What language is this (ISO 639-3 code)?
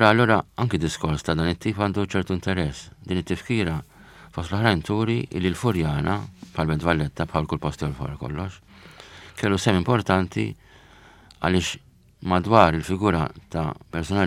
mlt